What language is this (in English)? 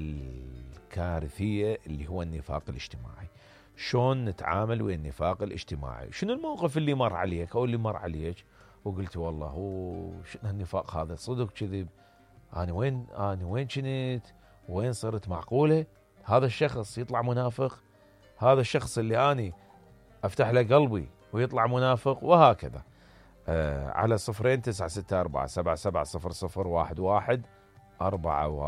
Mesopotamian Arabic